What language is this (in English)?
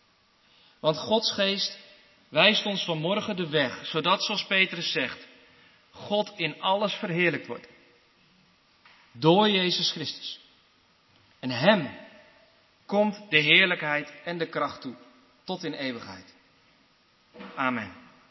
Dutch